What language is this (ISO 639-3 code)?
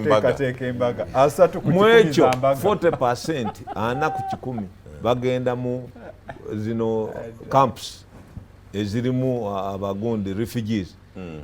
lug